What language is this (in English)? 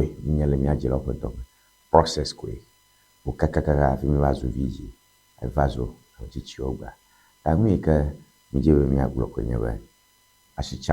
Ewe